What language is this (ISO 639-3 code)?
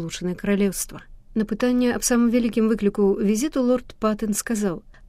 bel